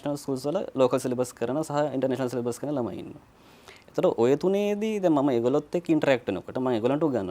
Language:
Sinhala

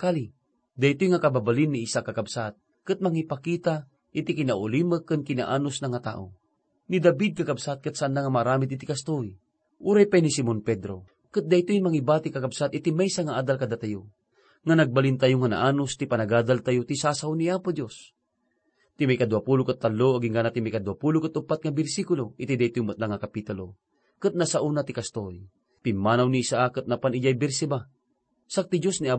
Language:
Iloko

